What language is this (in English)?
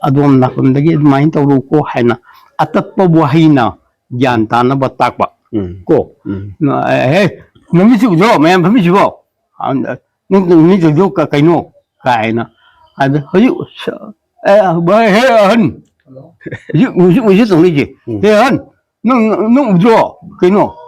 Manipuri